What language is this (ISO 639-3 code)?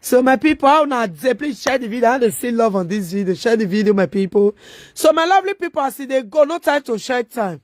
pcm